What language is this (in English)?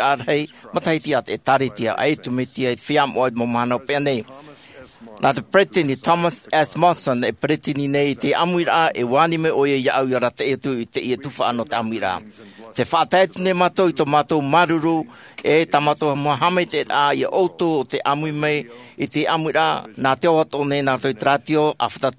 Tahitian